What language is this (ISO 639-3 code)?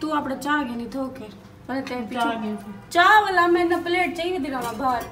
skr